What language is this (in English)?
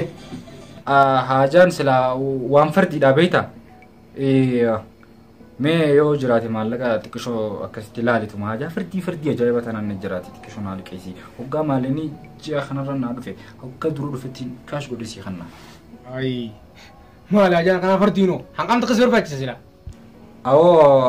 Oromo